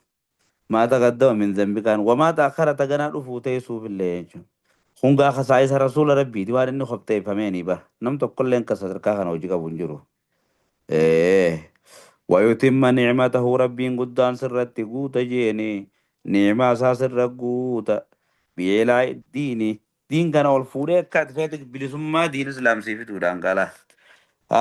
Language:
Oromo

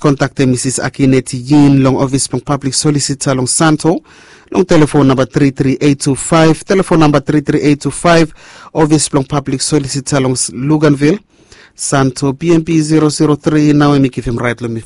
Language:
Bislama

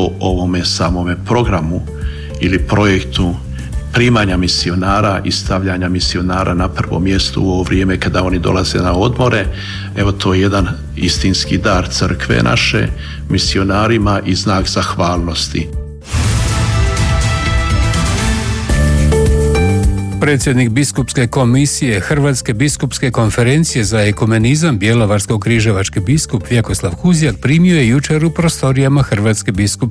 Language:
Croatian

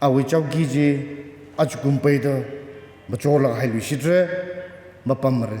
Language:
Tangkhul Naga (India)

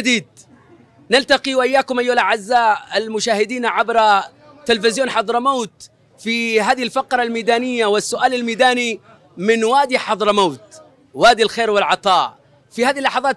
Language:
Arabic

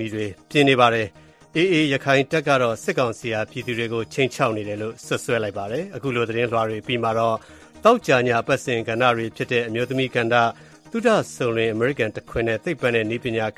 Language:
Burmese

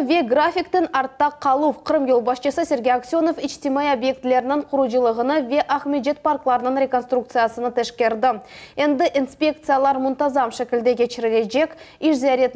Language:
Crimean Tatar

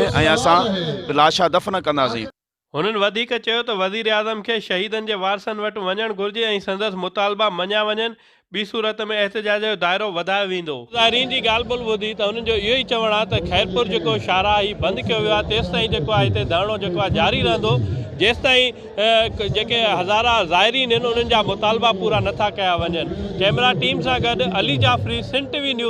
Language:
Sindhi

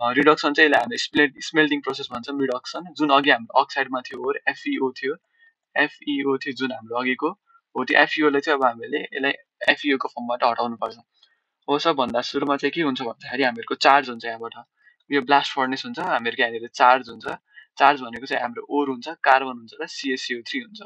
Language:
Nepali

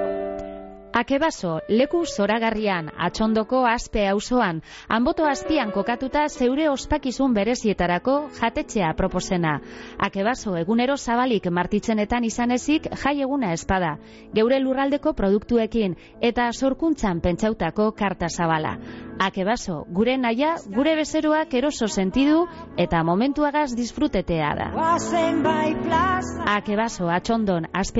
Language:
Basque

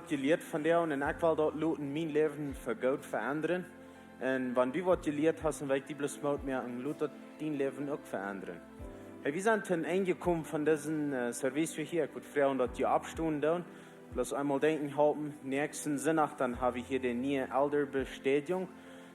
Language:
Plautdietsch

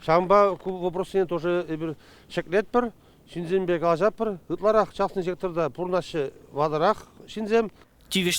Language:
Chuvash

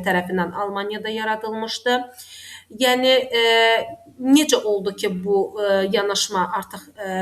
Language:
Azerbaijani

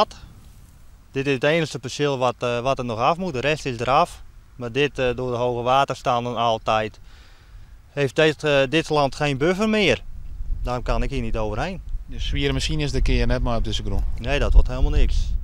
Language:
Western Frisian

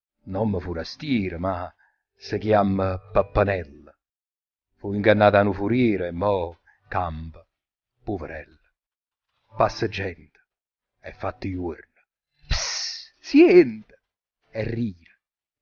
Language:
Neapolitan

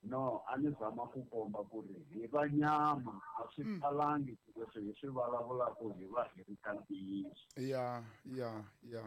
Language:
Tsonga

